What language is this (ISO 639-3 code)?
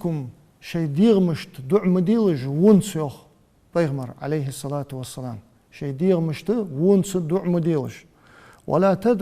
inh